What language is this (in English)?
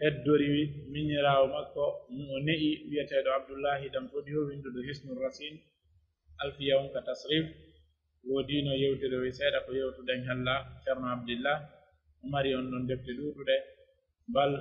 Pular